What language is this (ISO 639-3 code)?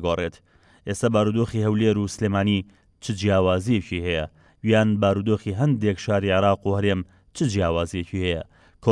ckb